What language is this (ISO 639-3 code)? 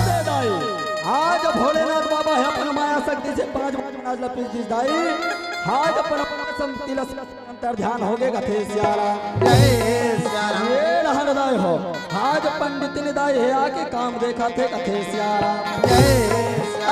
hne